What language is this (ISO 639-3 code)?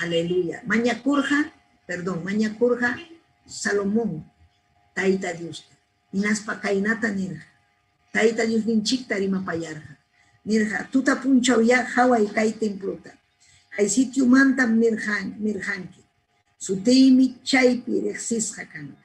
quy